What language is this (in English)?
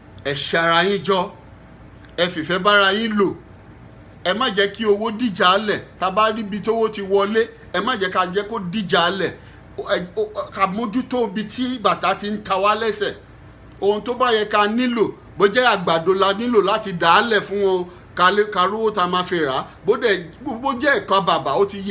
Yoruba